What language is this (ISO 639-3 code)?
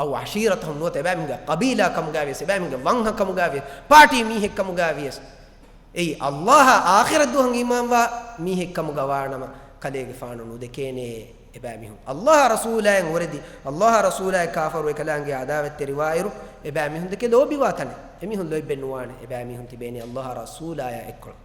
div